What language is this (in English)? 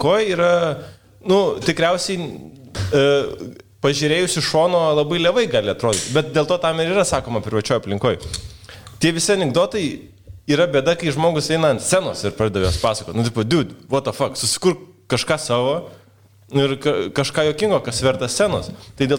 Lithuanian